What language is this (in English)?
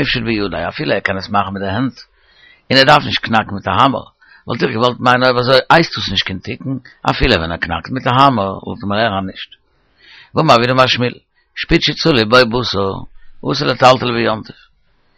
Yiddish